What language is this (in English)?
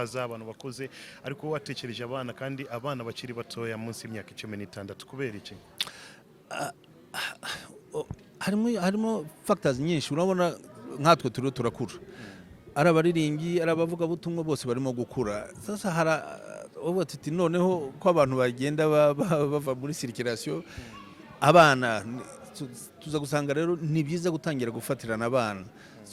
Kinyarwanda